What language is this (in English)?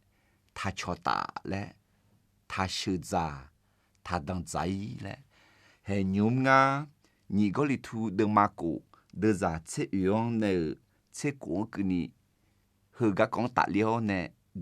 Akha